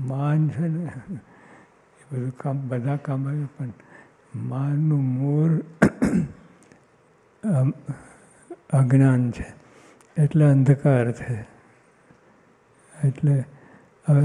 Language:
Gujarati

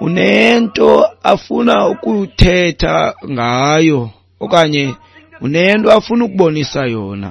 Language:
Xhosa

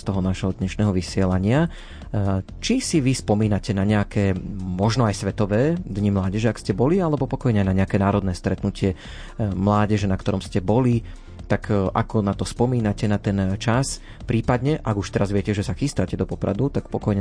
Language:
Slovak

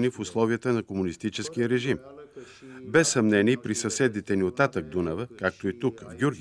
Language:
Bulgarian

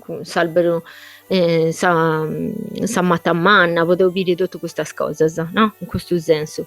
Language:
Sardinian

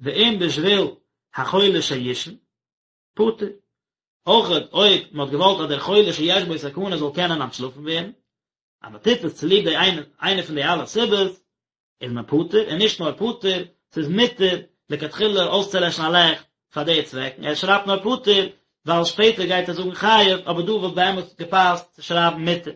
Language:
Yiddish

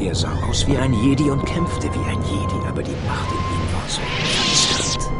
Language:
Bavarian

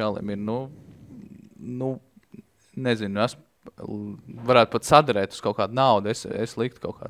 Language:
Latvian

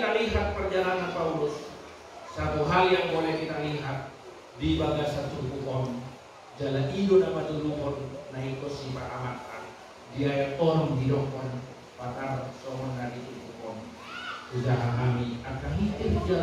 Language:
Batak Toba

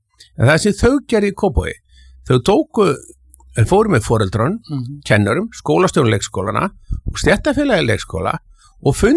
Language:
Icelandic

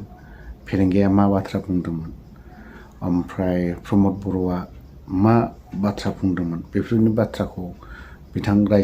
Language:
Bodo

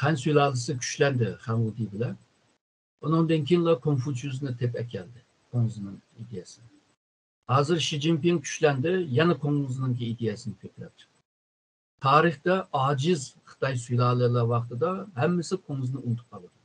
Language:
Uyghur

